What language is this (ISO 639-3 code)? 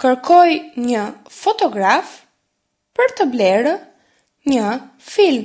sqi